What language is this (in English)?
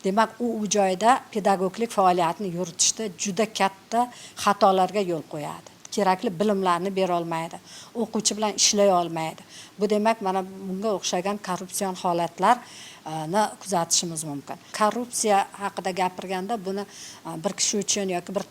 Uzbek